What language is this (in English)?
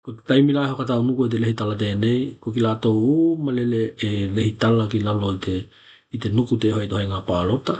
Tokelau